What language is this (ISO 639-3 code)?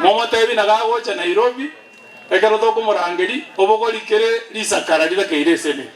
guz